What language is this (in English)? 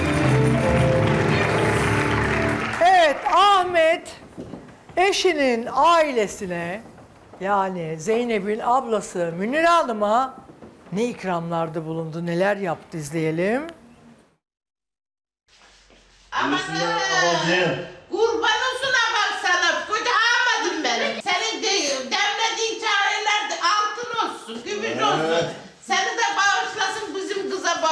Turkish